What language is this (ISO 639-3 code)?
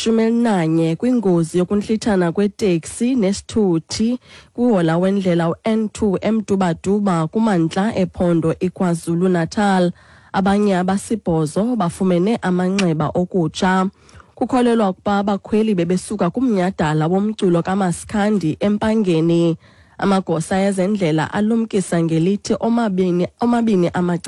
xho